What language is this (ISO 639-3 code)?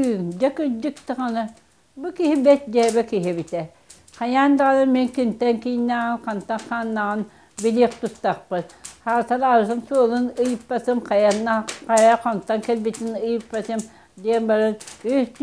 sah